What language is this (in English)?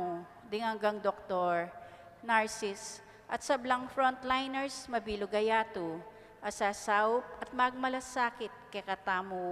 Pampanga